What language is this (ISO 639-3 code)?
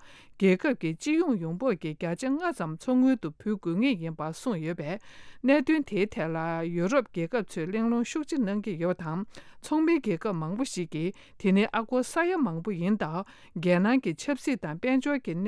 bod